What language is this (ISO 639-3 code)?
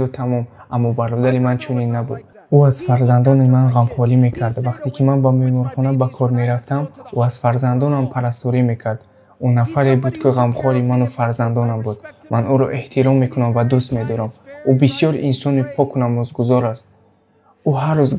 tgk